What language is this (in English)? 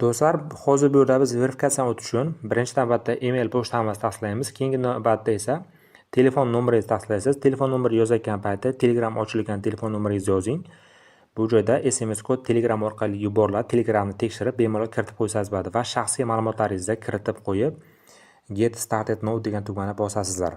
Uzbek